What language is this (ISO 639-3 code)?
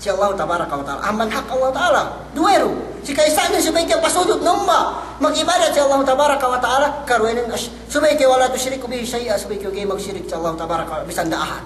yka